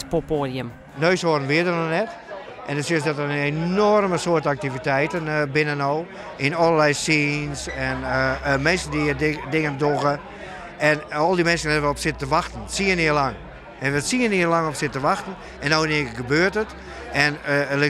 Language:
Western Frisian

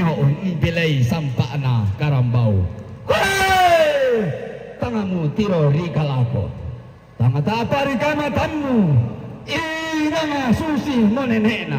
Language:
Toraja-Sa'dan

